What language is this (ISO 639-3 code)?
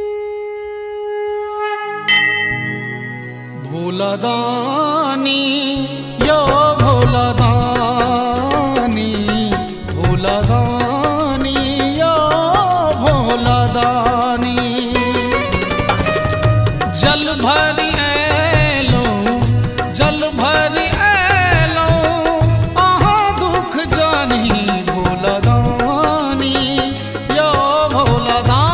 mai